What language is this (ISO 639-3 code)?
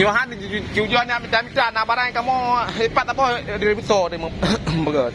ace